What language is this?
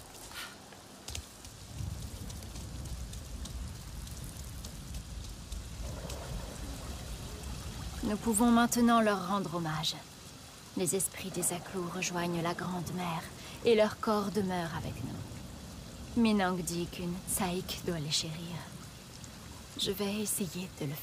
French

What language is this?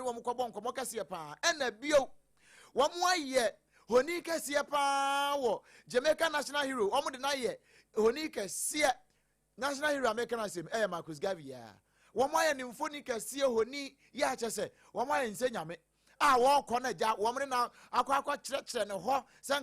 Akan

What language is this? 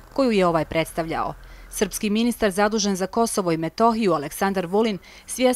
Croatian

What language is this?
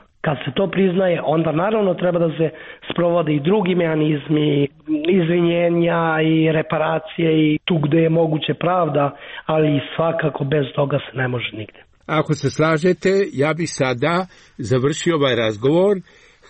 Serbian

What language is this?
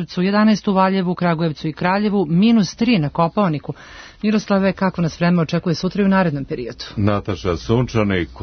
Serbian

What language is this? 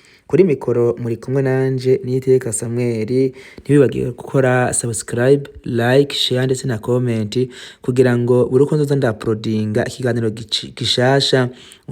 Rundi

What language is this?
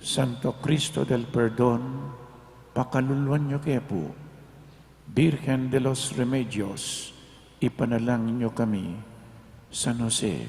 Pampanga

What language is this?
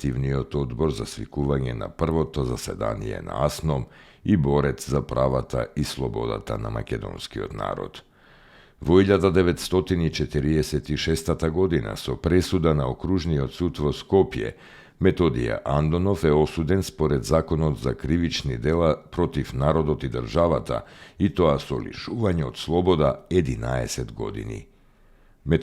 Macedonian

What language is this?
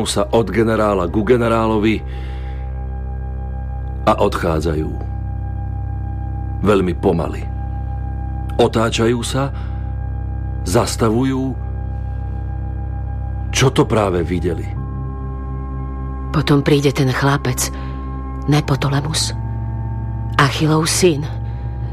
Slovak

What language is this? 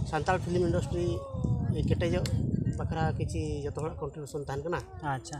Santali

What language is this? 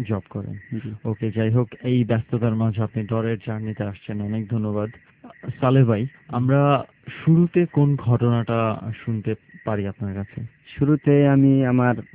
Bangla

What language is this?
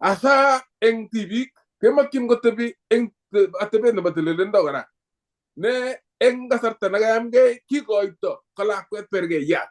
Kalenjin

